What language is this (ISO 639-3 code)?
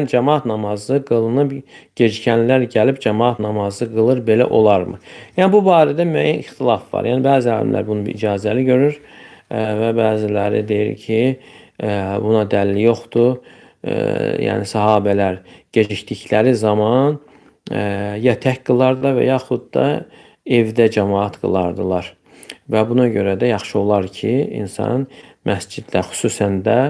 aze